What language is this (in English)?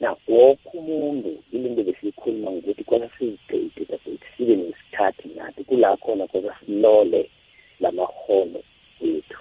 South Ndebele